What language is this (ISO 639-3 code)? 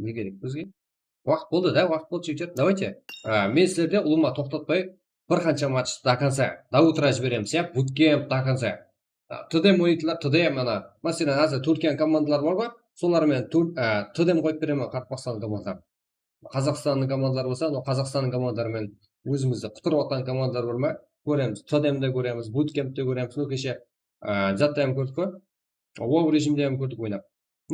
kaa